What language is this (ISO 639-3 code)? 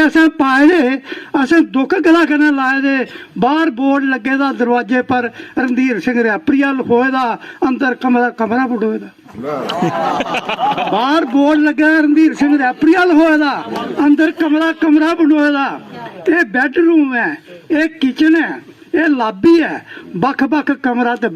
doi